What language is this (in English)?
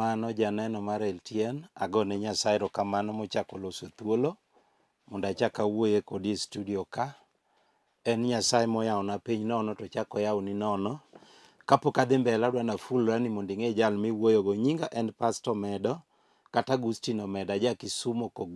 Luo (Kenya and Tanzania)